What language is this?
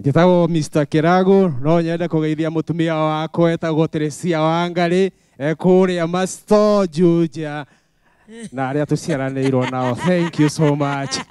Kikuyu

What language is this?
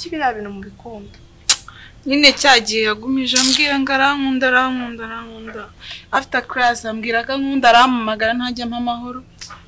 Kinyarwanda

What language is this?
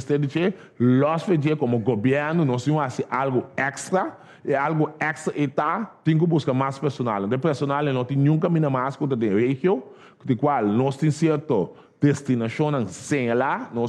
Papiamento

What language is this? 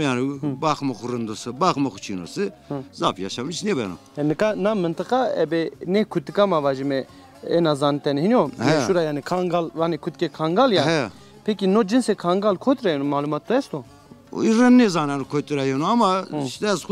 Zaza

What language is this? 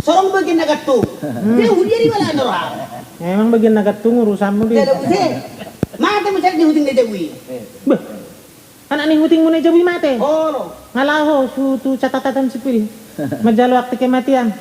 Batak Toba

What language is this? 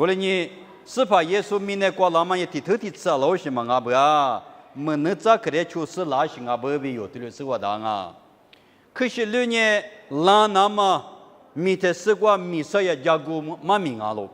Lisu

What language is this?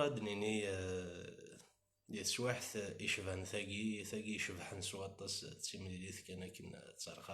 Kabyle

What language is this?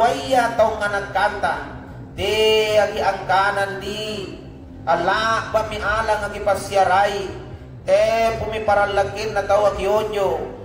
Makasar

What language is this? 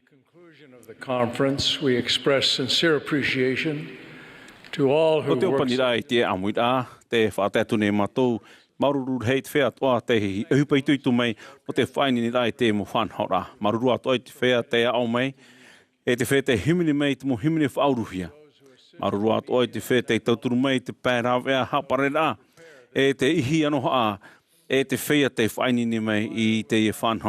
Tahitian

